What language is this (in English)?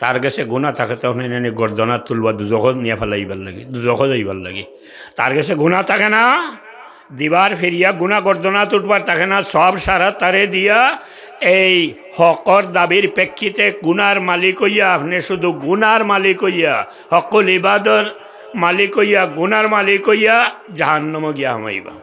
Sylheti